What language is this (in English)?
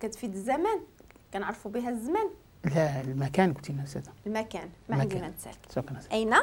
Moroccan Arabic